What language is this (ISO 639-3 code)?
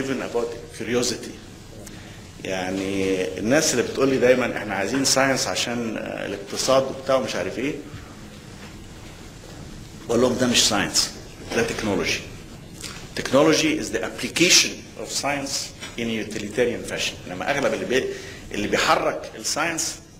arz